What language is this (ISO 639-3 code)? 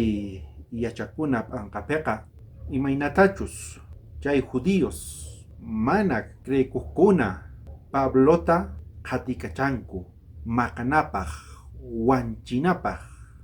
quh